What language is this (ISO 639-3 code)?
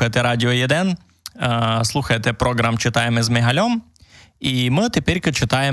rue